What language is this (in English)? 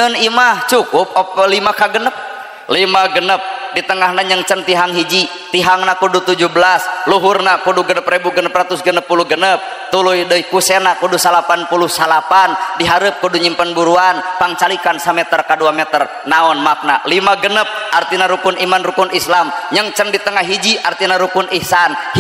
Sundanese